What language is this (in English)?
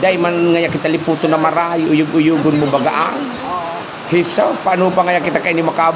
Bikol